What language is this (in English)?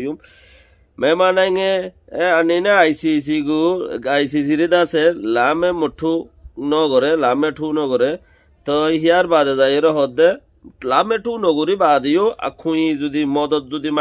Rohingya